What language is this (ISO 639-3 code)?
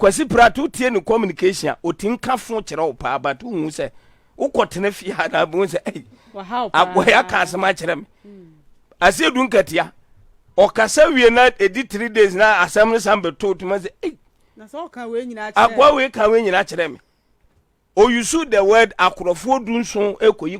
aka